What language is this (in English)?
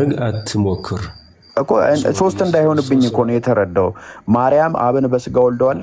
Amharic